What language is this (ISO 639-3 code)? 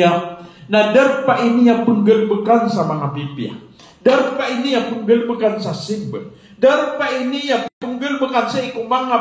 mrw